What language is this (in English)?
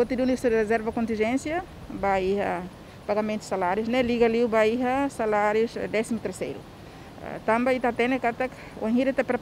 Tetum